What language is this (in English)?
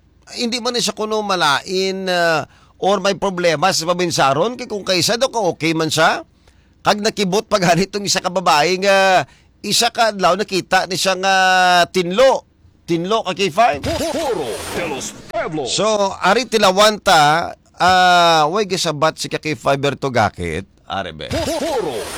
Hiligaynon